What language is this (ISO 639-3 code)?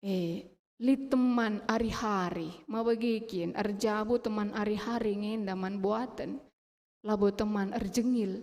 btx